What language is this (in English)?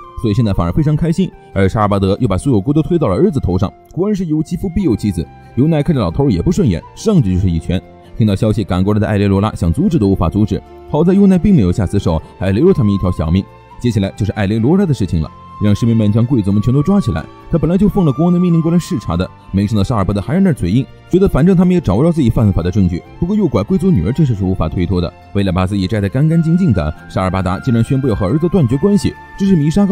Chinese